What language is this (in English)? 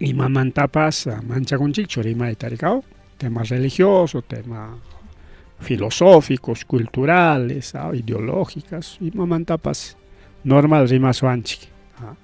Ayacucho Quechua